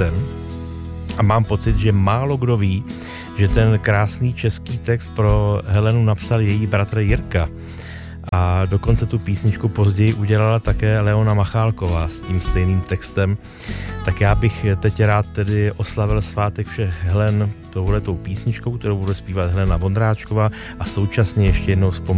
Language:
Czech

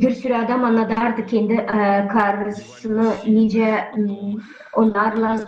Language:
Gagauz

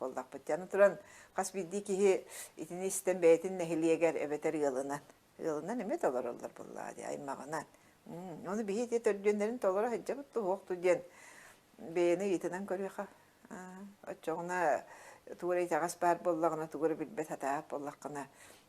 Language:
Yakut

